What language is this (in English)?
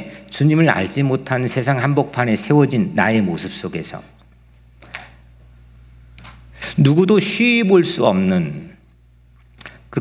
Korean